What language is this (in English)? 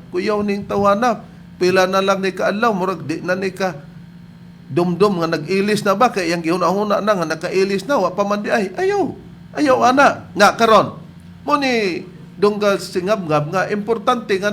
Cebuano